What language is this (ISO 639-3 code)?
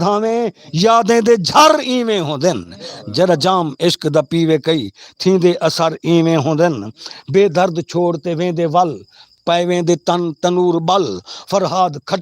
skr